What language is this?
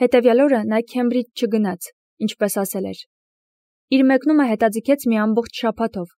Armenian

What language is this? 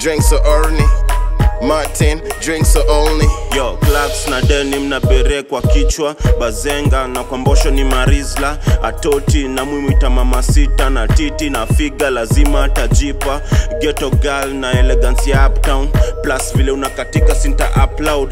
Swahili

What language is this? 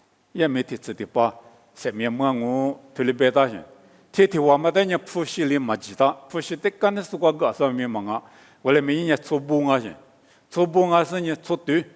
Lisu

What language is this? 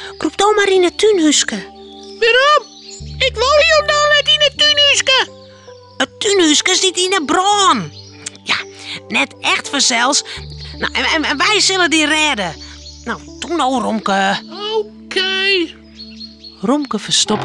Western Frisian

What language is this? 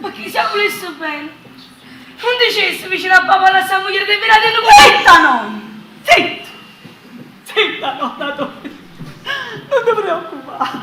Neapolitan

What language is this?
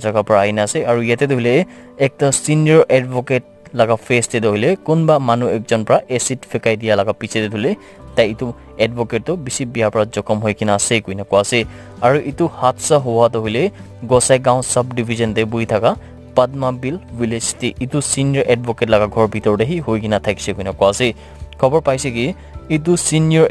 Naga Pidgin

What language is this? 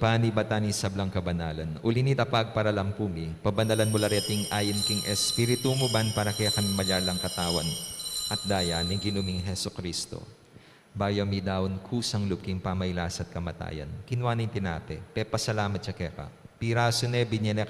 Pampanga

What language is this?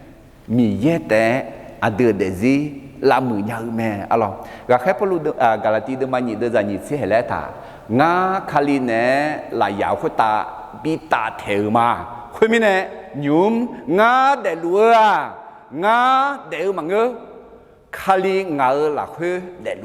Akha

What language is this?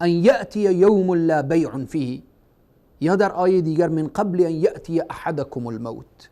Persian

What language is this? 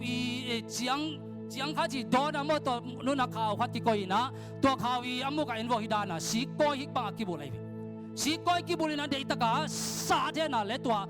Tedim Chin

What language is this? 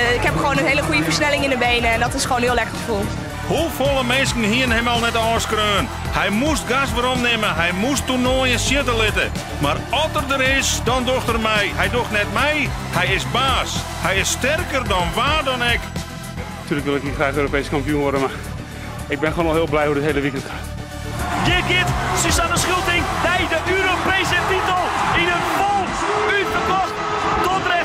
Western Frisian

